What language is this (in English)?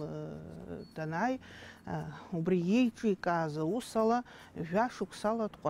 Abkhazian